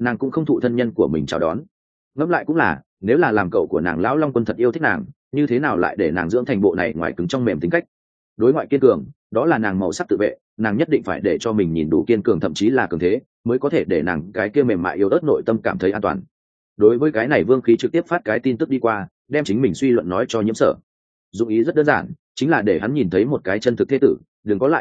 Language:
Vietnamese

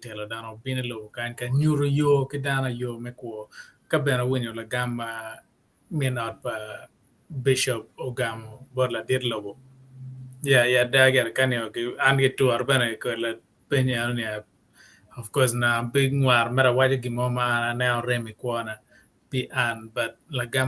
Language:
Acoli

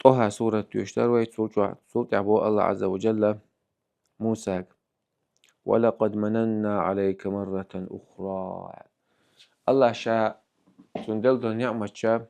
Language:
Chechen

